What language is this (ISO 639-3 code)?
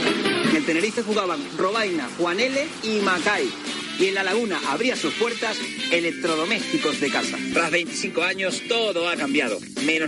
spa